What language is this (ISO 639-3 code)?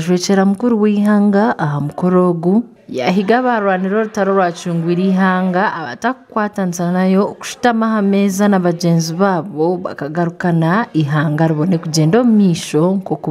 nyn